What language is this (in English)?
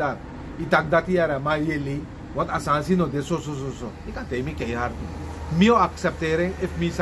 Sranan Tongo